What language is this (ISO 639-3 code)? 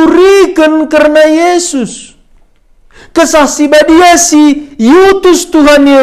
btx